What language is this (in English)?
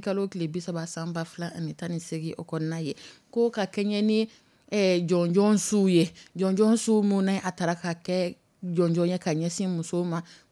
Dyula